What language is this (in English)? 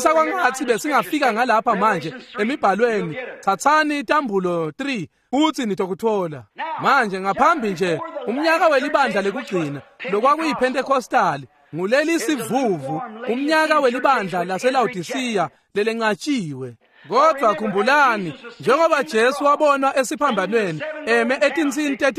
Swati